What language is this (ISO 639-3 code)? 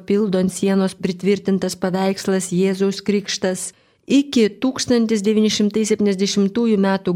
lit